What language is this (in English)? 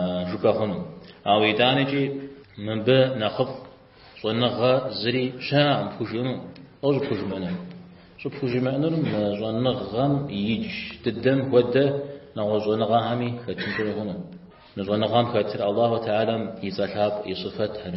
Kabardian